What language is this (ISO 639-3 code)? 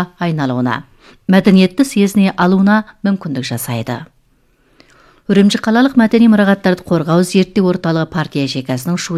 kaz